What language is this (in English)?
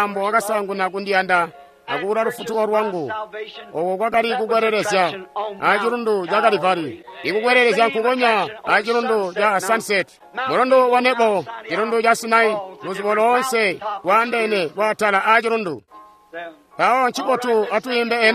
Tonga (Zambia)